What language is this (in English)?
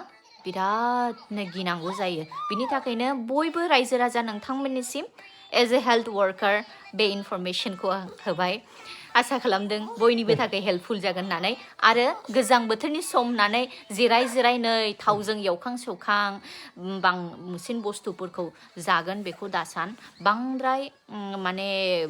Bodo